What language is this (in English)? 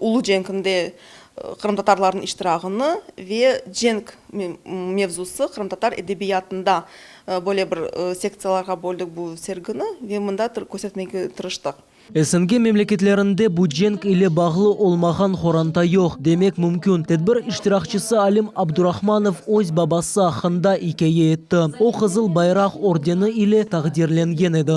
Crimean Tatar